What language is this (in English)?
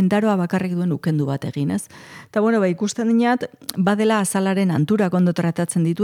Basque